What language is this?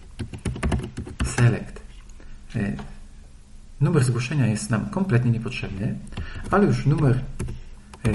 Polish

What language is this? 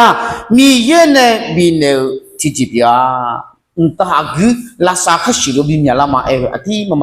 Akha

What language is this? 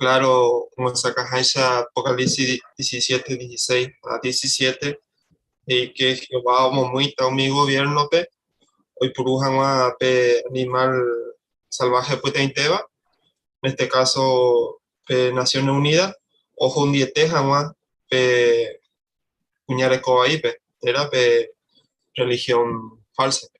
Guarani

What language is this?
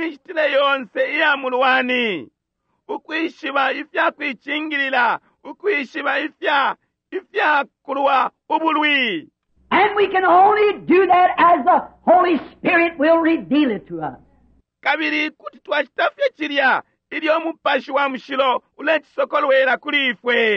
Bemba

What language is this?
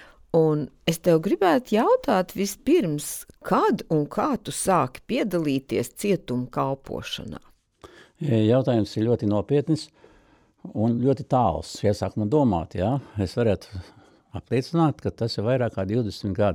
Latvian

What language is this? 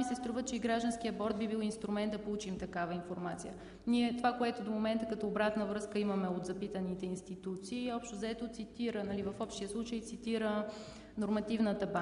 Bulgarian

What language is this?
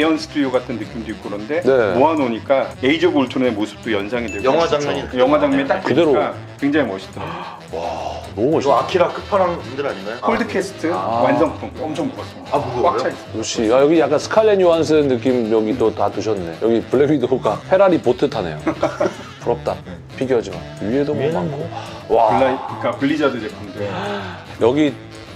Korean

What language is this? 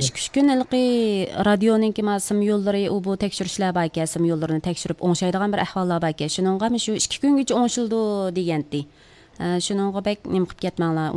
Uyghur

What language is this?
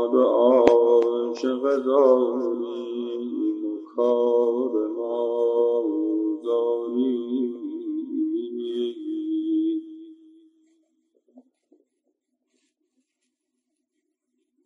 Persian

